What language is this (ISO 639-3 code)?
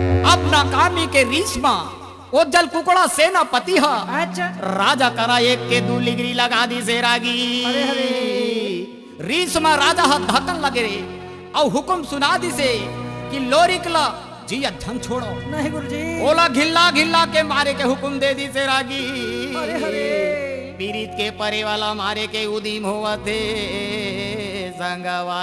hne